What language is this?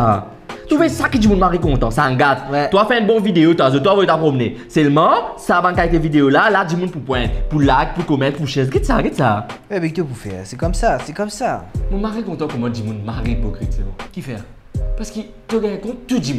Morisyen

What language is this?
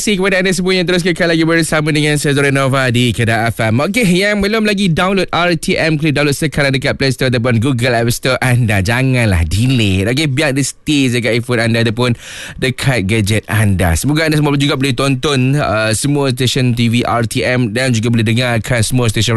Malay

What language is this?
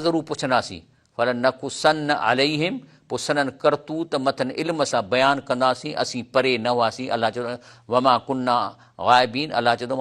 Sindhi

